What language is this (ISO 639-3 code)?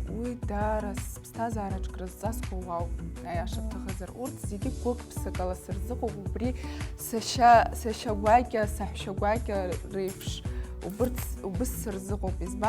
abk